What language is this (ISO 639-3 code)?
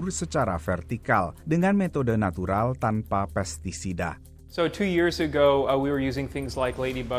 ind